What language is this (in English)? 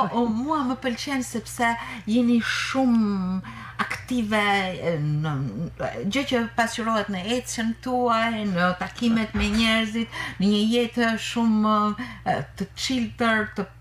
Albanian